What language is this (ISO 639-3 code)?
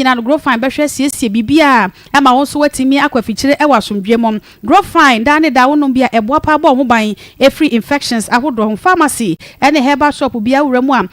aka